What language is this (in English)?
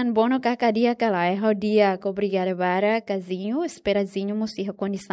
Tetum